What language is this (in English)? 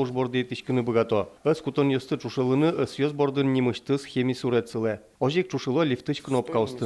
Udmurt